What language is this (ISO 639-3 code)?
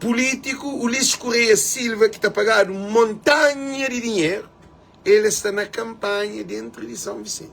kea